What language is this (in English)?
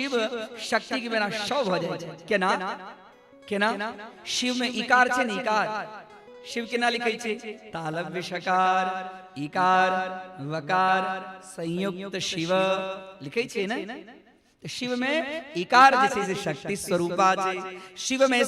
Maithili